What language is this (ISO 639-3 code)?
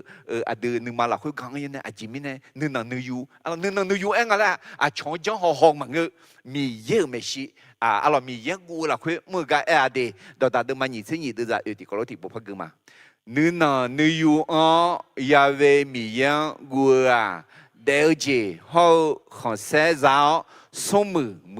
ahk